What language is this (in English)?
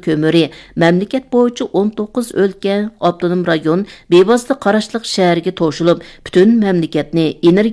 Uyghur